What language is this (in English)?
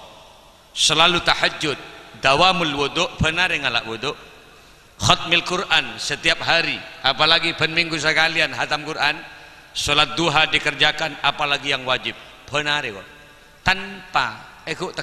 Madurese